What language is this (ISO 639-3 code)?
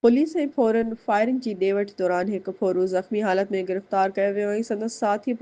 snd